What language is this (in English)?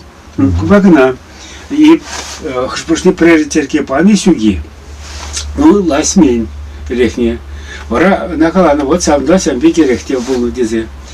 Chuvash